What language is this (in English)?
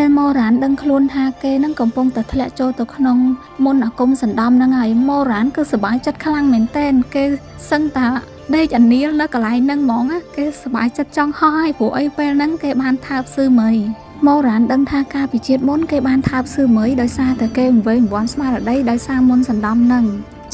Khmer